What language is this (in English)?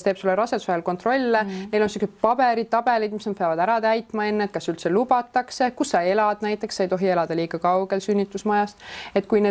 Estonian